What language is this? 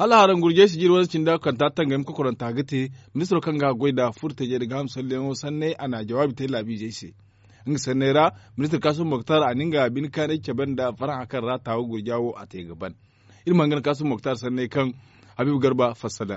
Zarma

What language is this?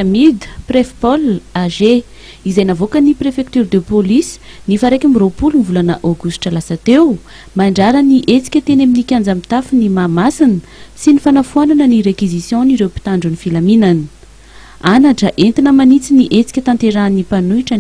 Malagasy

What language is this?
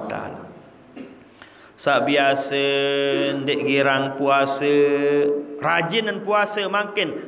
Sasak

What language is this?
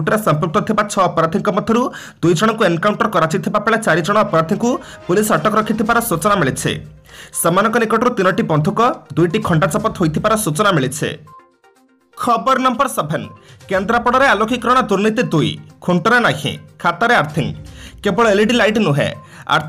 Odia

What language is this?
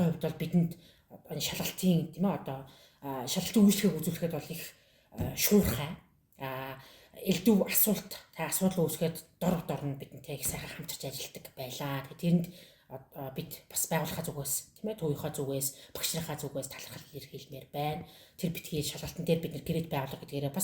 Mongolian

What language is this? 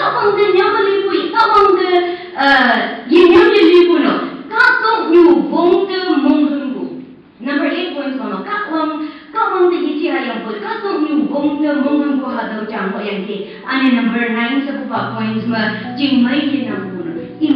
Konyak Naga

